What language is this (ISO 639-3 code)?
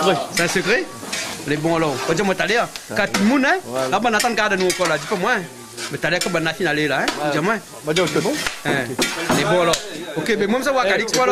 rcf